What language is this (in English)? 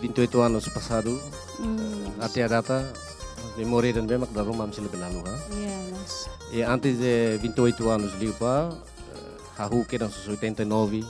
Tetum